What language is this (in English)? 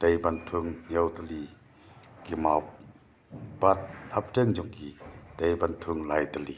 Khasi